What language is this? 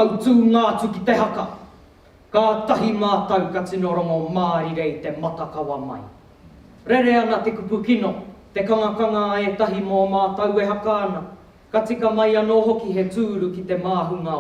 Māori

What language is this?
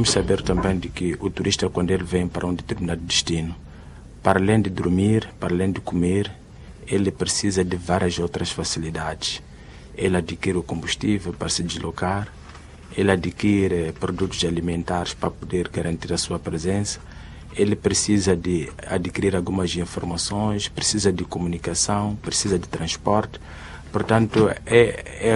Portuguese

